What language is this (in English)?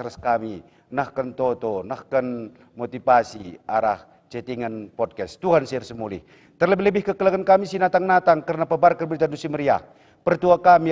Batak Karo